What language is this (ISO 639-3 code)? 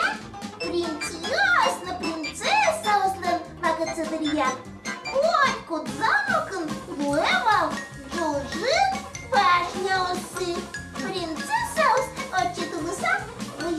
udm